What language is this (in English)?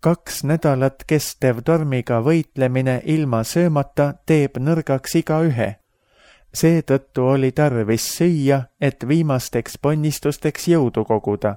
Estonian